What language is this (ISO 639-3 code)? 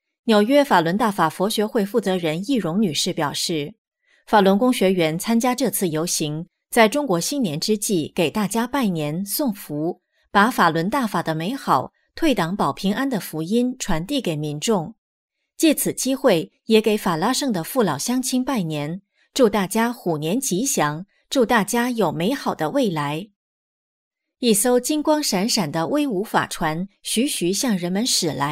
zho